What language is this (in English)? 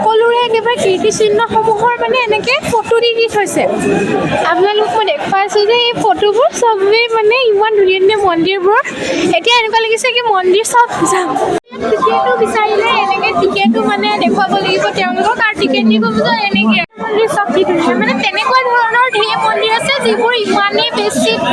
Assamese